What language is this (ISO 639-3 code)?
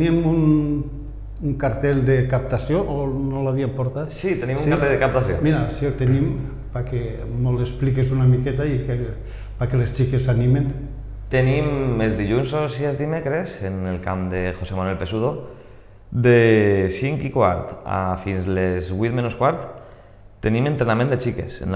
cat